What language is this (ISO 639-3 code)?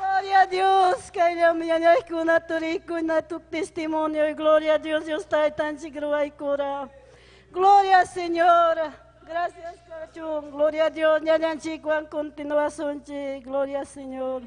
quy